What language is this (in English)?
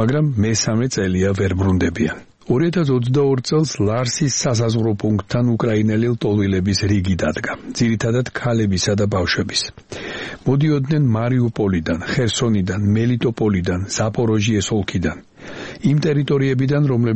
Georgian